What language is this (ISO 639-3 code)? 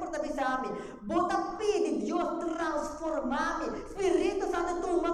pap